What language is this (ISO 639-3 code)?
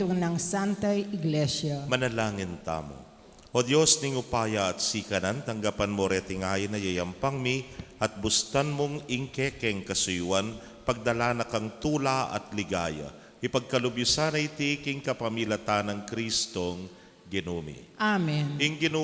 pam